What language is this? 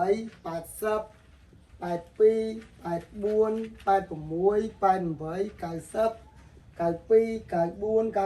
Khmer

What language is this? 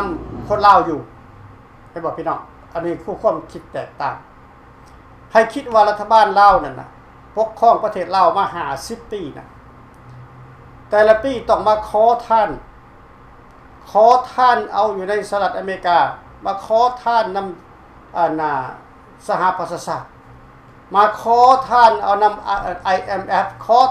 Lao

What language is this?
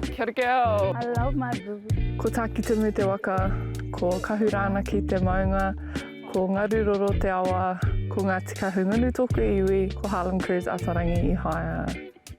Māori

